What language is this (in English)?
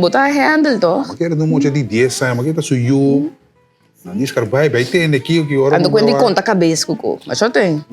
Papiamento